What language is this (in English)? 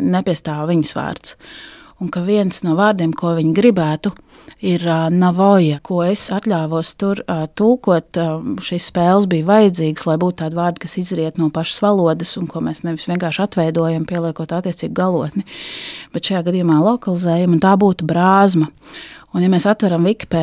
Latvian